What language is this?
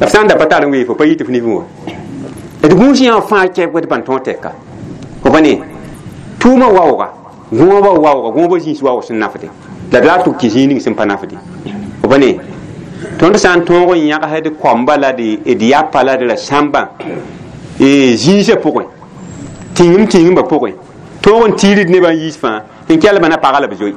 Mossi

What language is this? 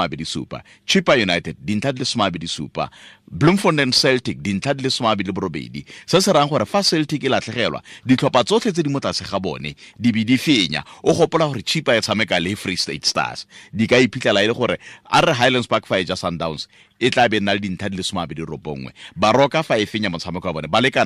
Tswana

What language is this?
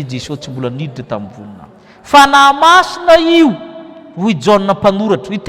Malagasy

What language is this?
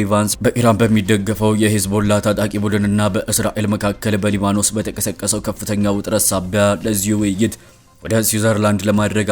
Amharic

